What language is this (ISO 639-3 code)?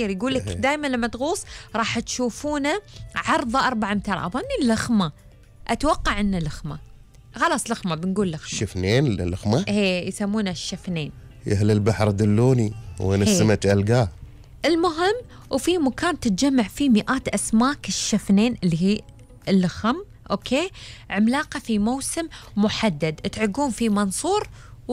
afb